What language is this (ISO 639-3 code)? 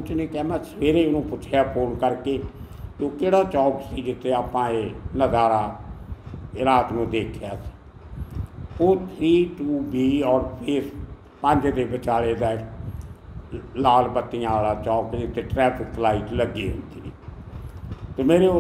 pan